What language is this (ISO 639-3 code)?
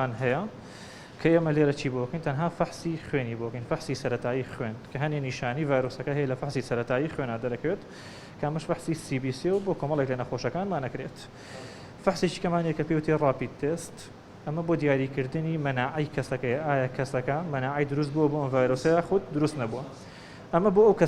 ckb